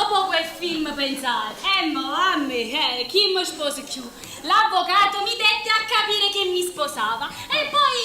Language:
Neapolitan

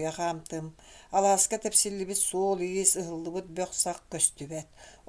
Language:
Yakut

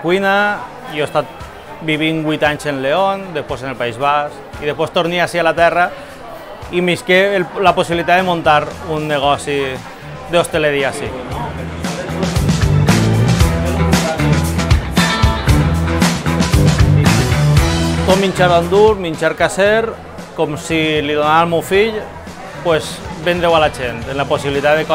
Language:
Catalan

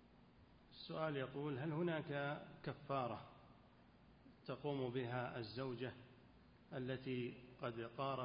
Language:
Arabic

